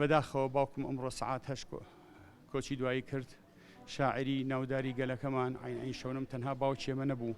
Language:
Central Kurdish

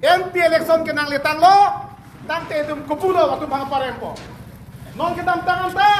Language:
Karbi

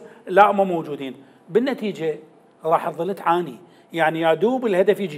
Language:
Mesopotamian Arabic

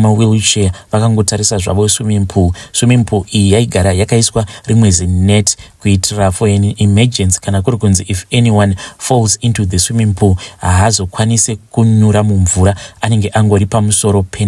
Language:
Shona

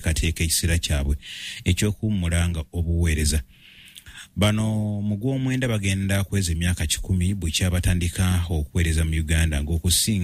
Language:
Ganda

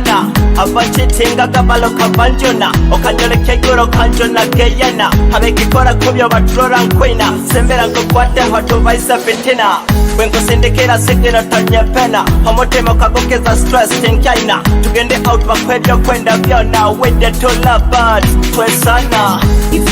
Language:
Nyoro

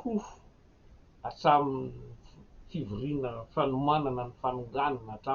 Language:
Malagasy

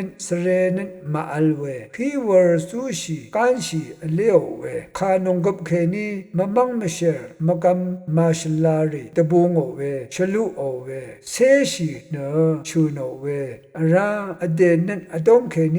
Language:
Rawang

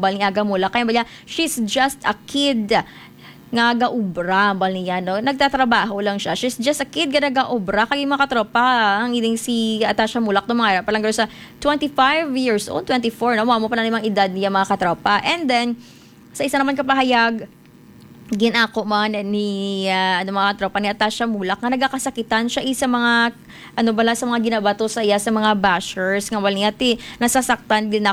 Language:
Hiligaynon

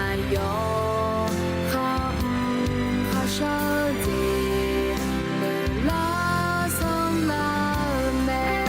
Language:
Akha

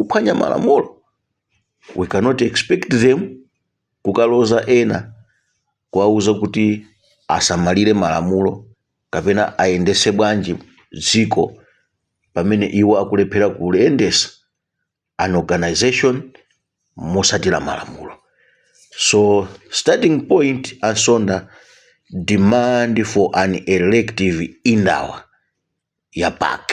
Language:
Nyanja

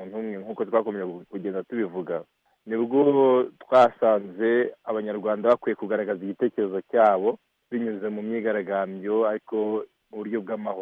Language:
Kinyarwanda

